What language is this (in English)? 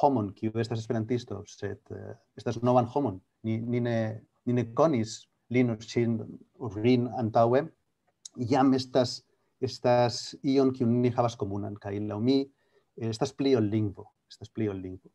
Esperanto